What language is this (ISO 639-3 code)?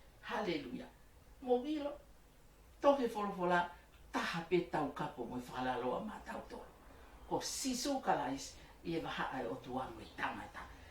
ton